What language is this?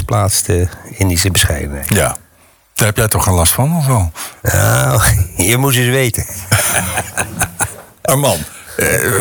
Dutch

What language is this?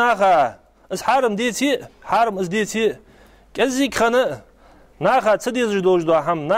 Ingush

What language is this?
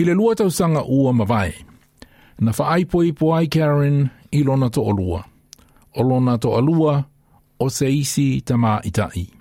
Samoan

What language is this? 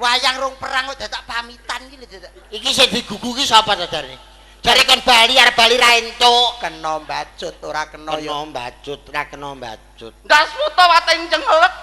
Javanese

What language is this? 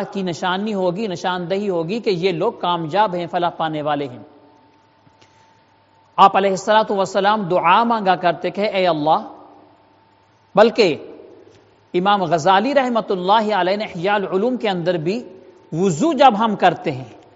Urdu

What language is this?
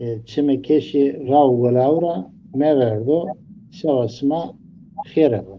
Zaza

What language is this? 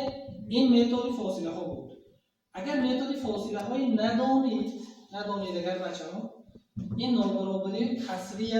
Tajik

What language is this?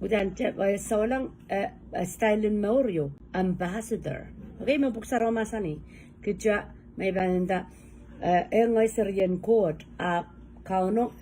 Pohnpeian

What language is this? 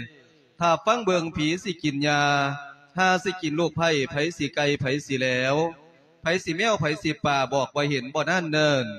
Lao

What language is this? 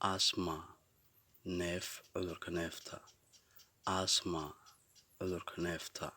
Somali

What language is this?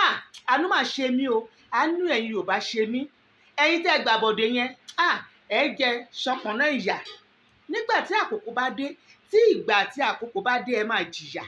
Yoruba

